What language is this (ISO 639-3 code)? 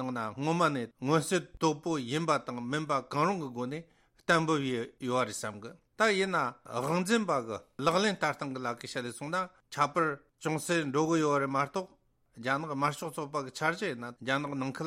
bod